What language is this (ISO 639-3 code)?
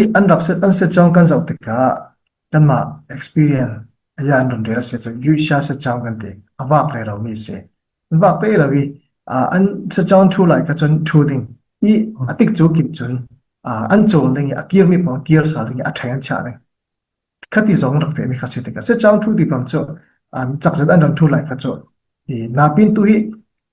cfm